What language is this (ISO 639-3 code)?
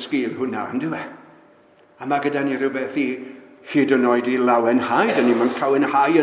cym